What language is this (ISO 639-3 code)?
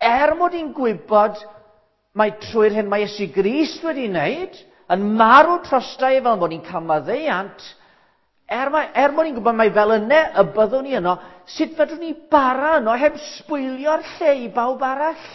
cym